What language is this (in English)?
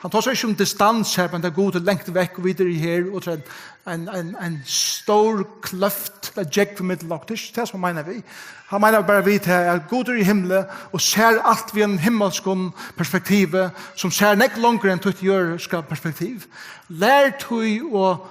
Faroese